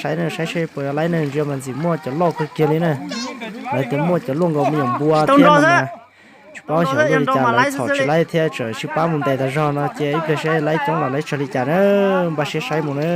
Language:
Hmong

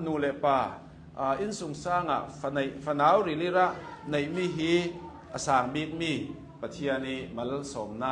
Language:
Hakha Chin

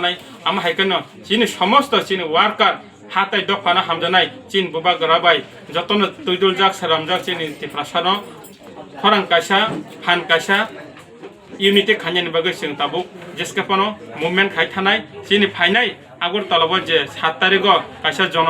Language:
Kok Borok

